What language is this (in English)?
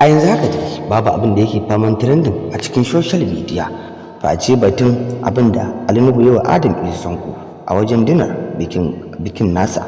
Hausa